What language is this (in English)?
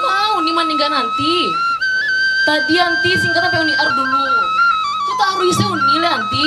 Minangkabau